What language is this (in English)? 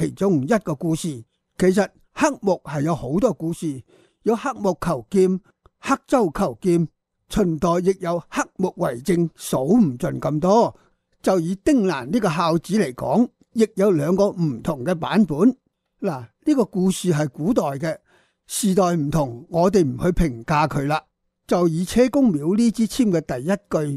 Cantonese